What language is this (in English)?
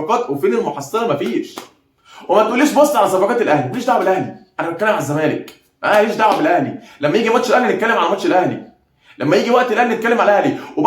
Egyptian Arabic